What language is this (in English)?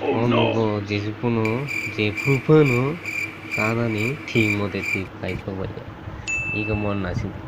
Kok Borok